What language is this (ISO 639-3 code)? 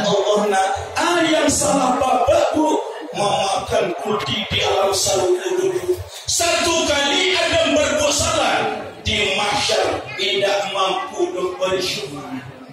min